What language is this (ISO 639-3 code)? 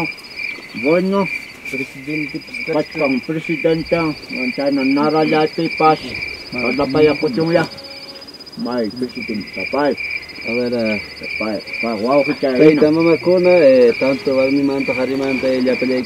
quy